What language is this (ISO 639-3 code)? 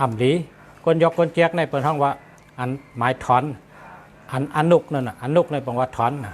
shn